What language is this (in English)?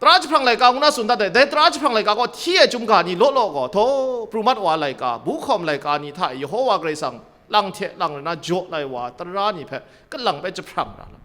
Kachin